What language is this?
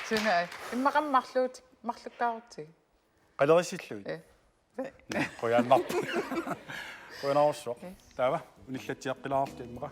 Kalaallisut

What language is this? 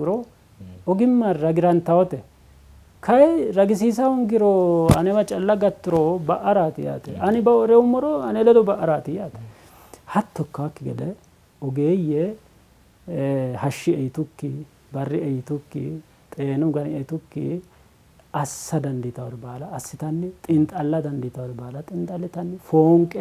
Sidamo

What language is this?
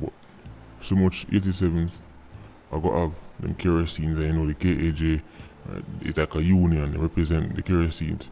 Jamaican Creole English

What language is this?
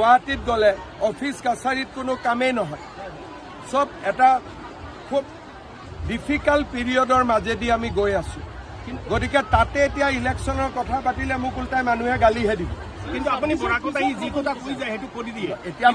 Assamese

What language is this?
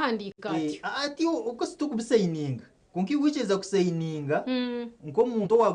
Nyankole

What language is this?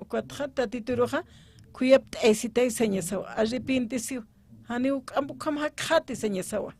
Aymara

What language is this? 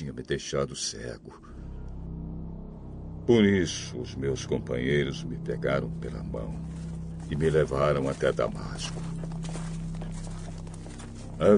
Portuguese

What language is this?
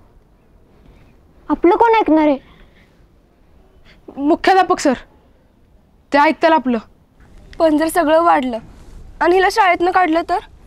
Marathi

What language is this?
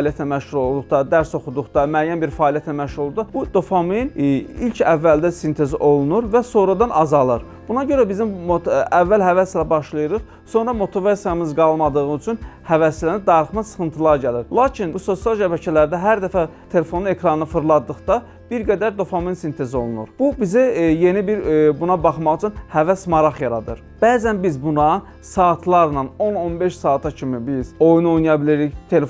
Azerbaijani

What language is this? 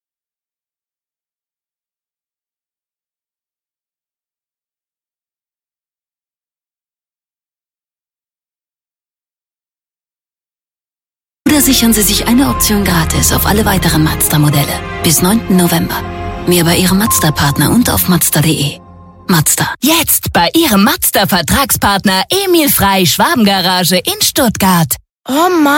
German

